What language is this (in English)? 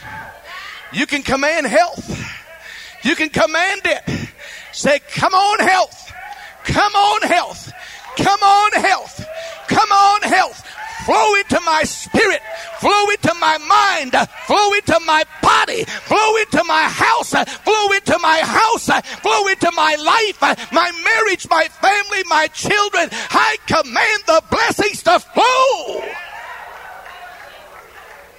English